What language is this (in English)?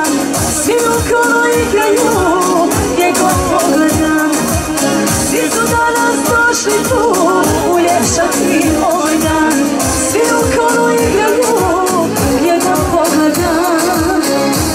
Croatian